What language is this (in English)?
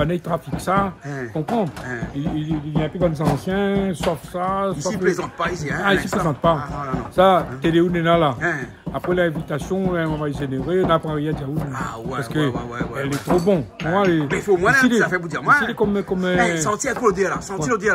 Réunion Creole French